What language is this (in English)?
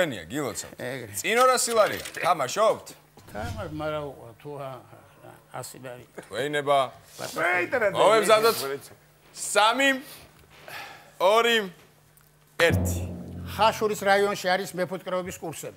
Georgian